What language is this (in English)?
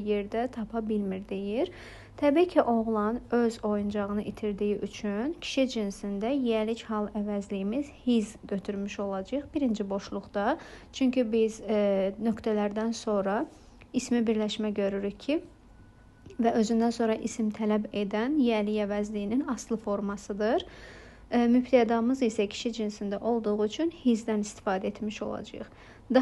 Azerbaijani